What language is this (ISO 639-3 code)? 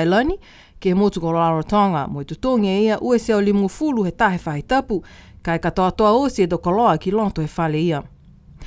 niu